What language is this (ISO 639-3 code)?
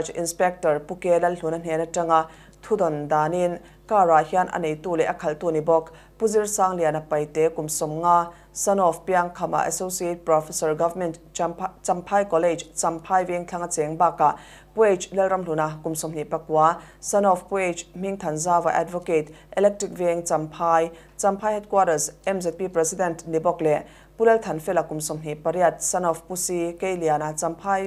lus